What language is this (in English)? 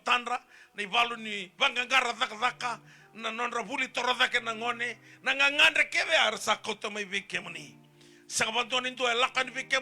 Fijian